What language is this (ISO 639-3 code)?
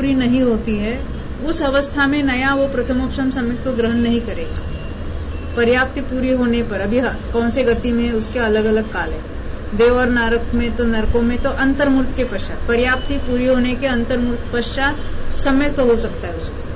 hin